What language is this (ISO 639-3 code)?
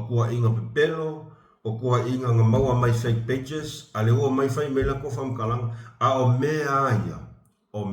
smo